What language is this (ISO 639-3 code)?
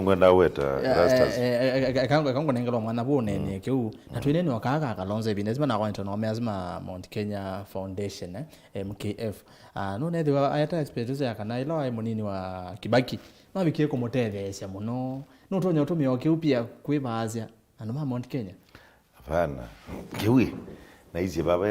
kam